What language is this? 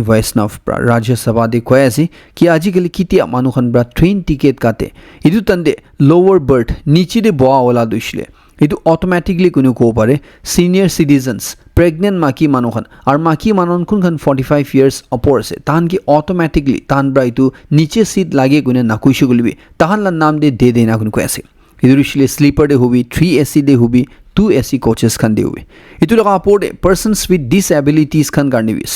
Naga Pidgin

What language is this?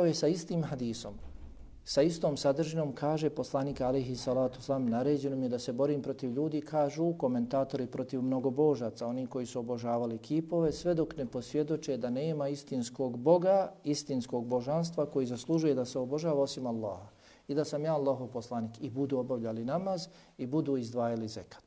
Bosnian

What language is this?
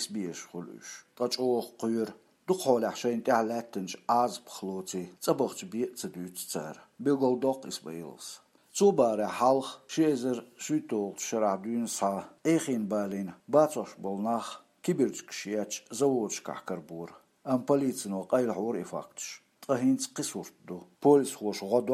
Chechen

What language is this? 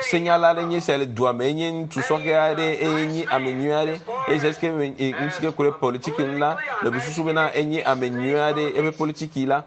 Ewe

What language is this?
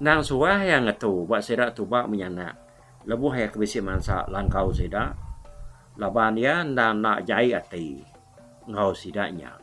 Iban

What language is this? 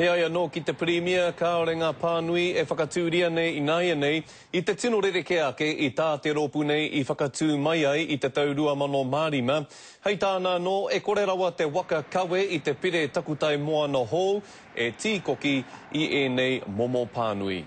Māori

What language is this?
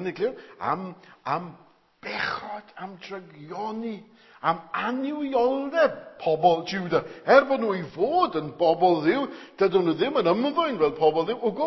Welsh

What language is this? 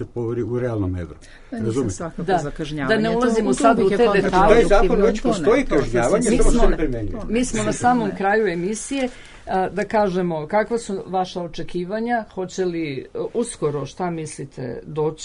Serbian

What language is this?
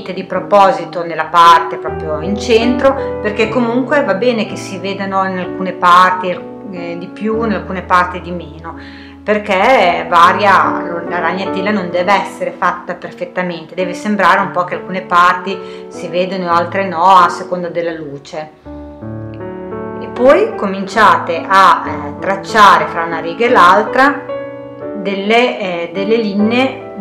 Italian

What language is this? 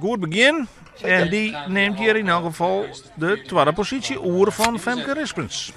Western Frisian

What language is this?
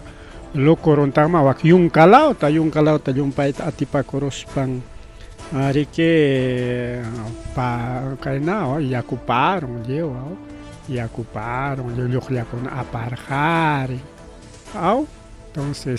Ayacucho Quechua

